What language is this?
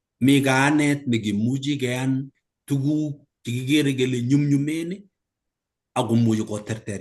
Kalenjin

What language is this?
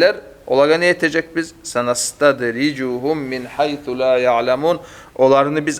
Kumyk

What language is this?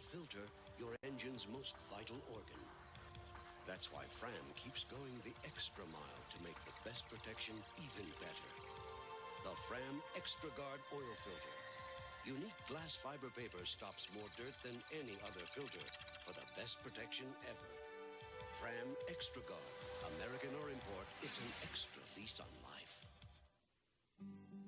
English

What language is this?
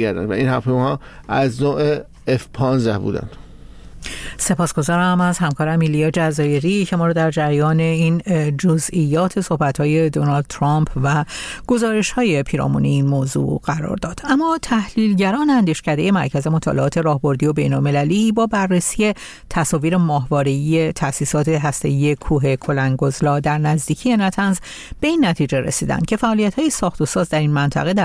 Persian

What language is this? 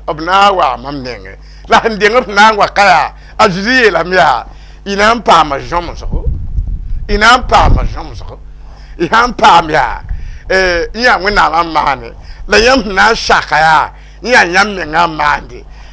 Mossi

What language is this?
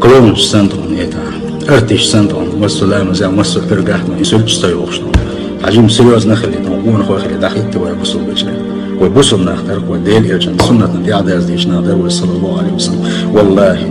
Chechen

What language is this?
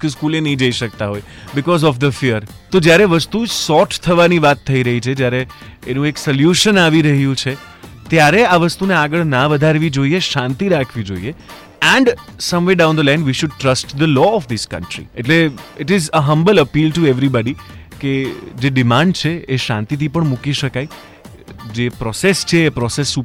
Gujarati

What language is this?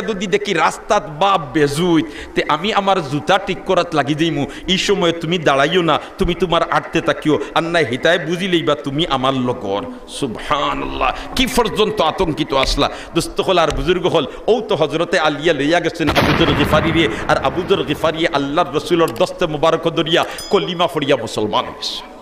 Sylheti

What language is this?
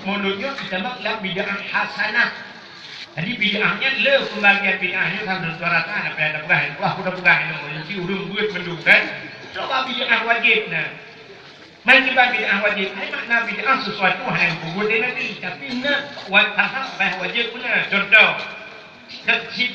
Achinese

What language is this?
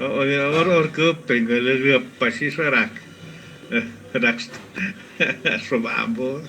Lachiguiri Zapotec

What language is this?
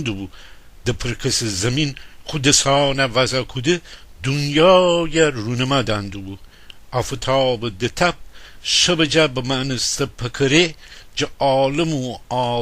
Gilaki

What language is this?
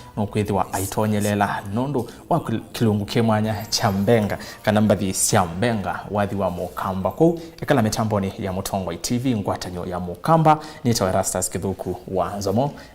Kamba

